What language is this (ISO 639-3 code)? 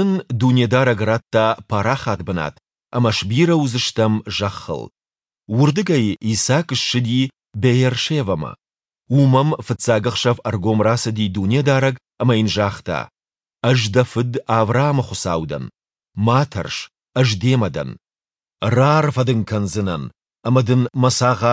oss